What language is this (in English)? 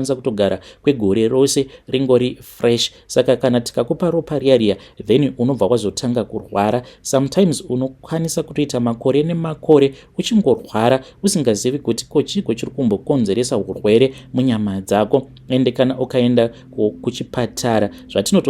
Shona